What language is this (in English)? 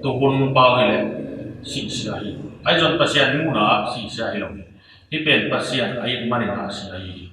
Tedim Chin